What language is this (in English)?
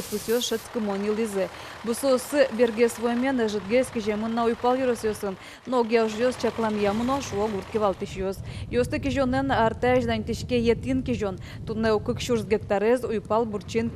Udmurt